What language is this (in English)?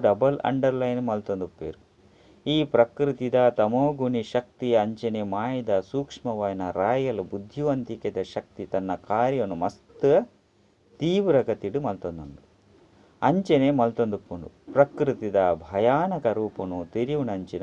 Tulu